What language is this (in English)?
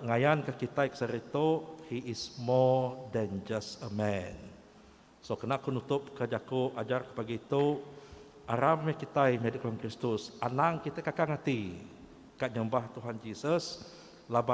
Iban